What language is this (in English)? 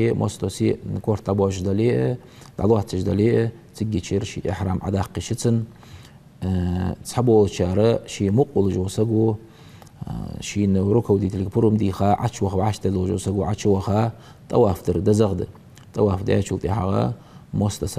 Ingush